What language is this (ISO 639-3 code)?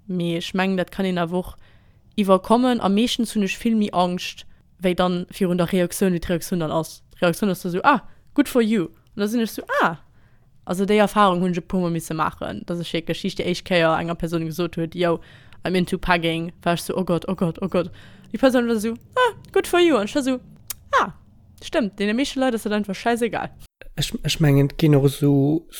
ltz